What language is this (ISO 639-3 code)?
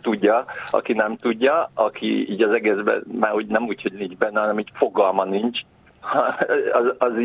hun